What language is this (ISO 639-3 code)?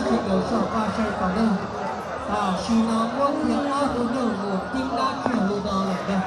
hmn